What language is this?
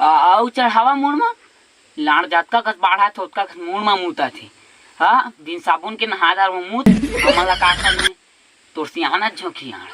Chhattisgarhi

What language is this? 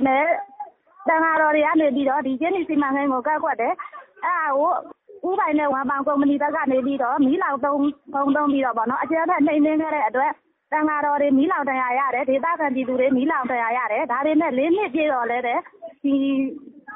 Burmese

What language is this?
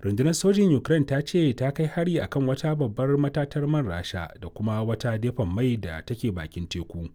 Hausa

